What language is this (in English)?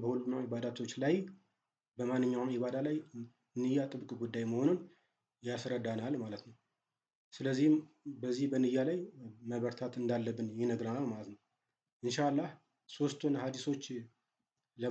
Amharic